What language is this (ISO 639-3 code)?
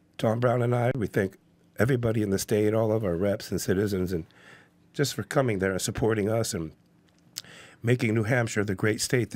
eng